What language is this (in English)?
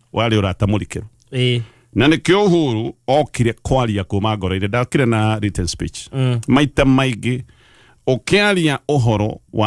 Kikuyu